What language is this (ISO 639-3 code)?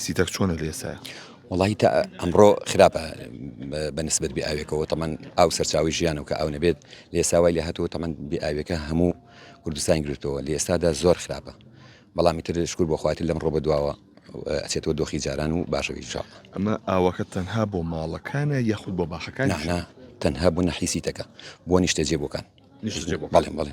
ckb